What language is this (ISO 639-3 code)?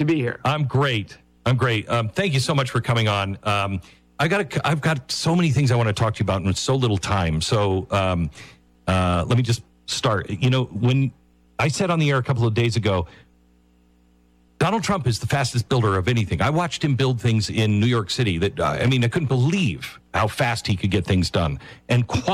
eng